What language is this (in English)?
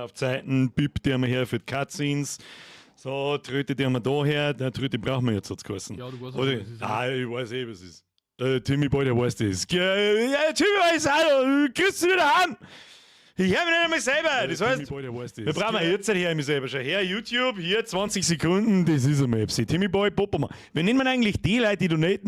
Bavarian